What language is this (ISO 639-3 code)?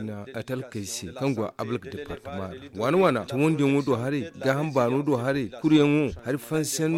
dje